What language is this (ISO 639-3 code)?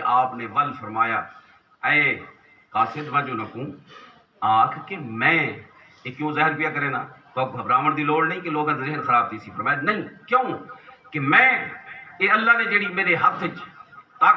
skr